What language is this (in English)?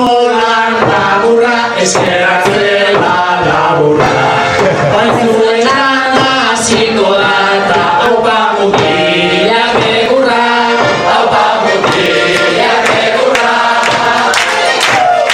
Basque